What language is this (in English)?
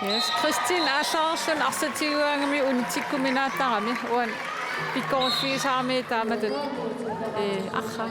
Kalaallisut